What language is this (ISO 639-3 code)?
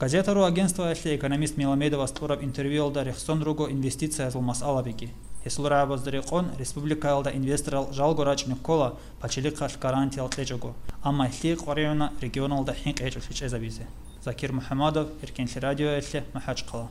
ava